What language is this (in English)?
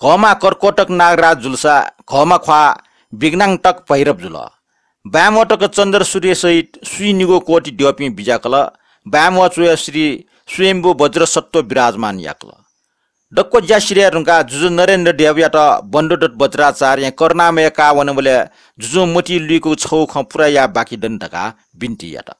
Newari